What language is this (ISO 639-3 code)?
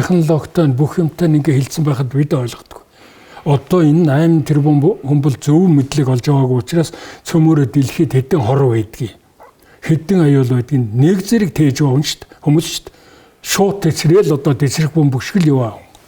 mon